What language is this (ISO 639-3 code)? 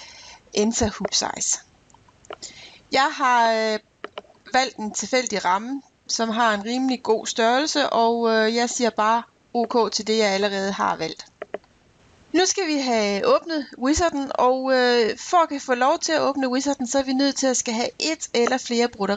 dan